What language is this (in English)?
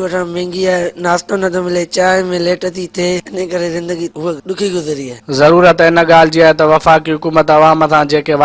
Sindhi